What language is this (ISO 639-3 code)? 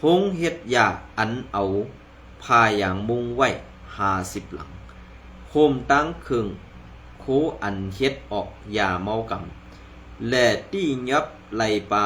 shn